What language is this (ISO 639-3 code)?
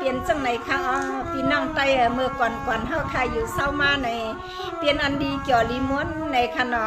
shn